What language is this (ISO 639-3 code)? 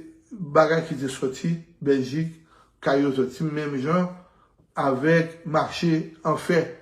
hat